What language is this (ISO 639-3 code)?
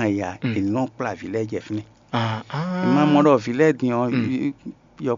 fon